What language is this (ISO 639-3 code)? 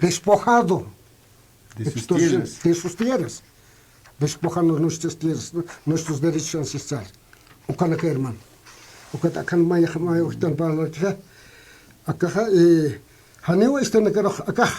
aym